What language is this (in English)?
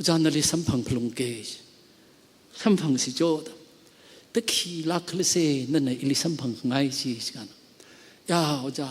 Tangkhul Naga (India)